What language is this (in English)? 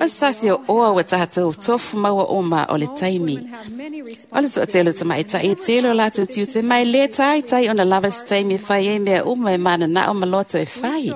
Samoan